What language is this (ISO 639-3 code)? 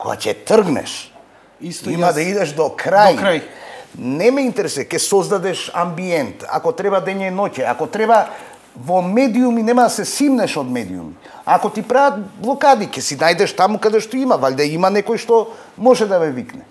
mkd